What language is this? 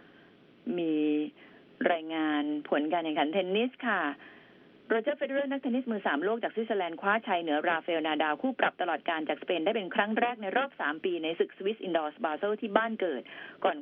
Thai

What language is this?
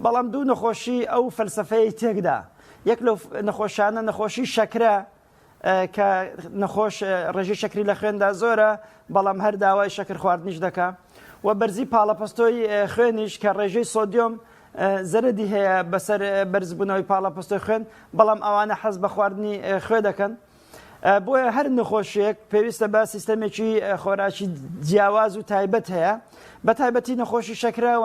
Central Kurdish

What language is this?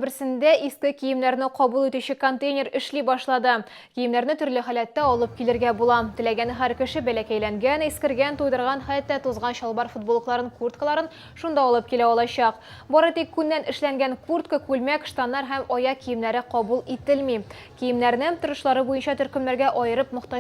Tatar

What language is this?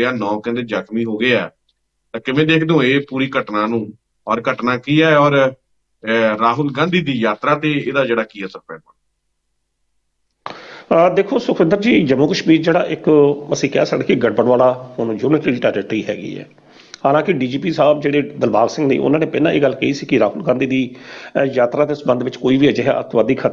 Punjabi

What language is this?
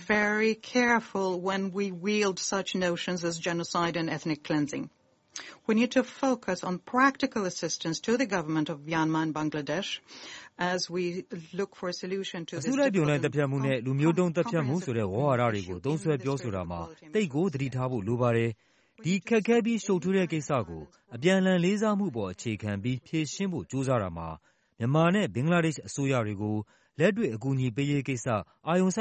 Burmese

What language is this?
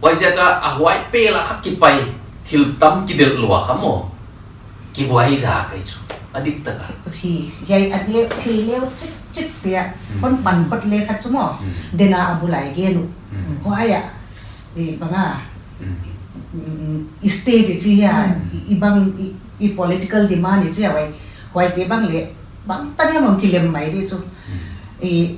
Paite Chin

